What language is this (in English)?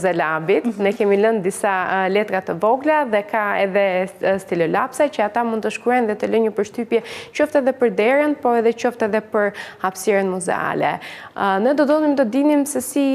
Albanian